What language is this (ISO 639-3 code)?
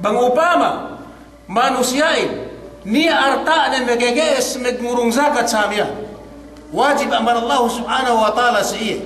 yka